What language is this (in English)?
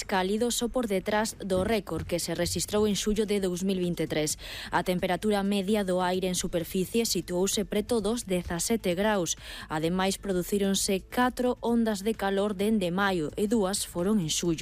Galician